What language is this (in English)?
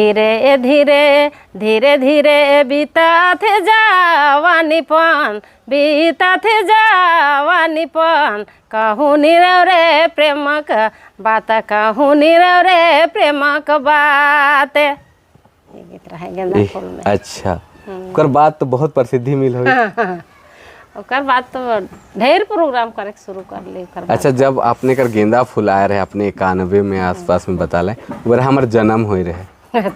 Sadri